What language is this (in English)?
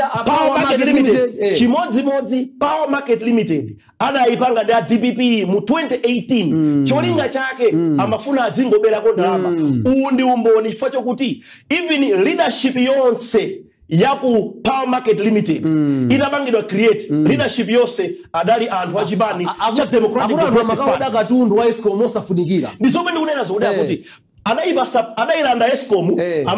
Nyanja